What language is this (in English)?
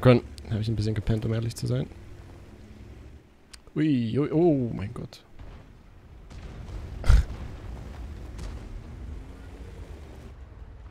German